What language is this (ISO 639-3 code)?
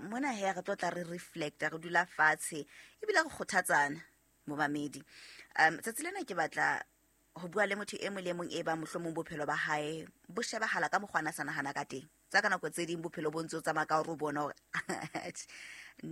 sot